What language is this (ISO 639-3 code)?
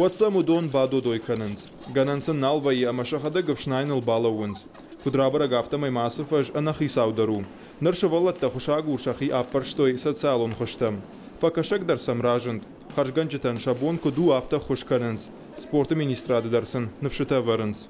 oss